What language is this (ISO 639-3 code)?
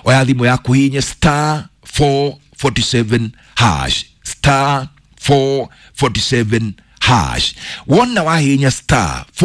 kik